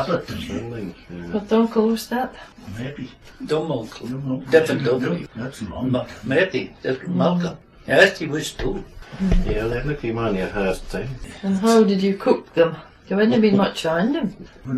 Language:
Scots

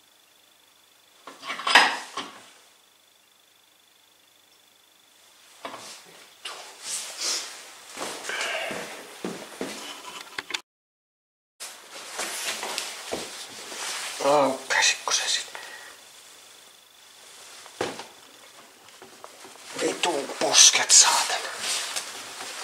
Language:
Finnish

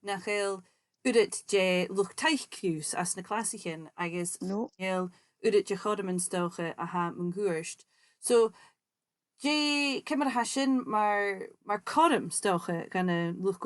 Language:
Scottish Gaelic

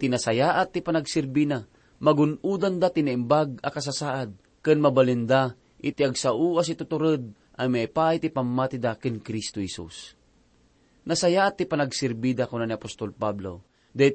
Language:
Iloko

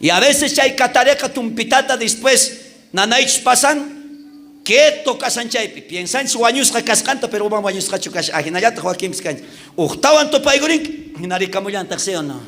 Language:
South Bolivian Quechua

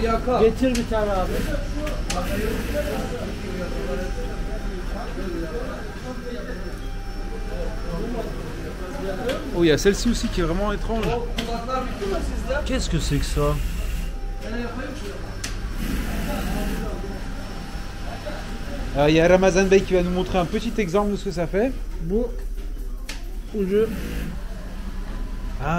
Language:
French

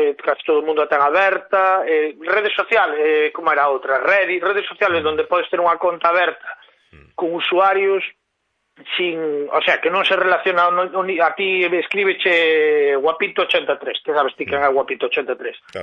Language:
Galician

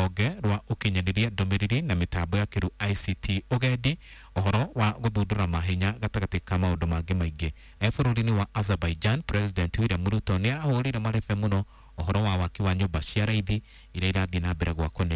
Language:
Kikuyu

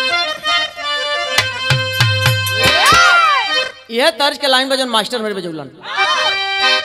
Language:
Bhojpuri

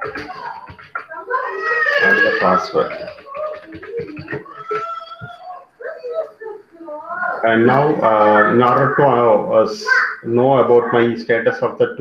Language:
English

